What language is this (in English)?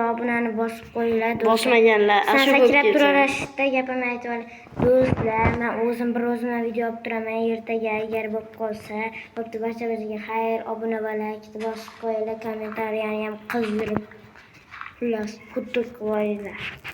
Uzbek